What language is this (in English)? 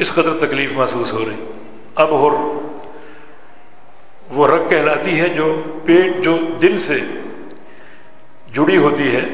Urdu